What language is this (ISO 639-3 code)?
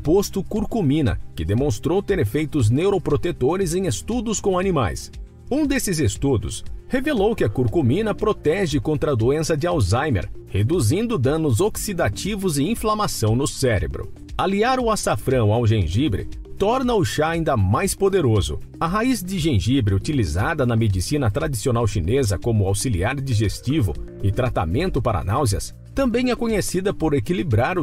por